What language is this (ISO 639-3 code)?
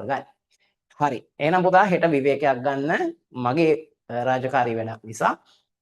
sin